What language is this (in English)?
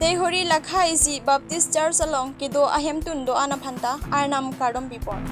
Karbi